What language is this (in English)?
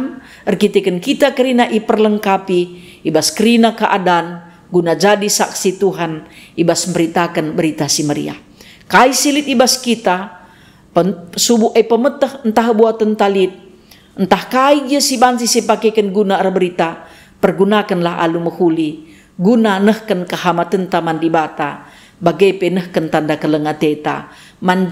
Batak Karo